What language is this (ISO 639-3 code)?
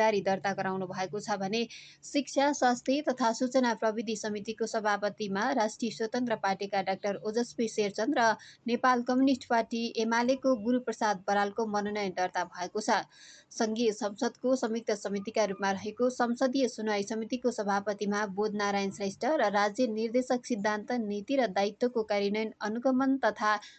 nep